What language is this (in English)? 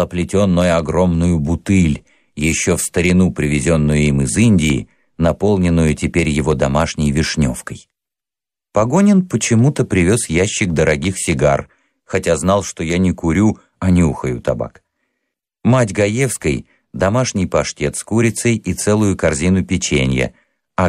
Russian